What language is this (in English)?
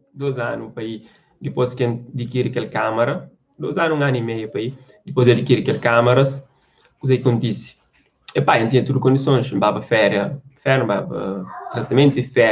Kabuverdianu